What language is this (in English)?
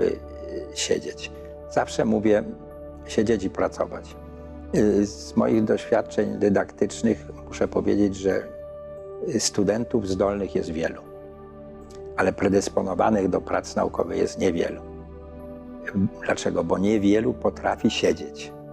Polish